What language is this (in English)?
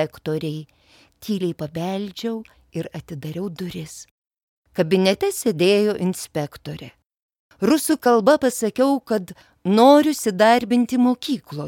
Lithuanian